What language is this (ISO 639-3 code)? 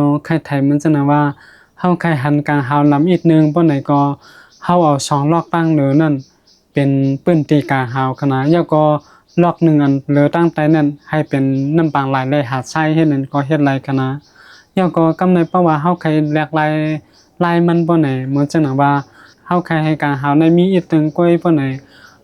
shn